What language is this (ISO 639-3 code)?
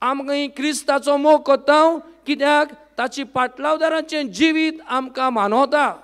kok